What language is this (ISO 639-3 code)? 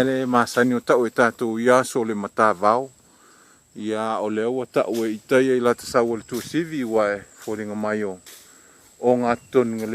smo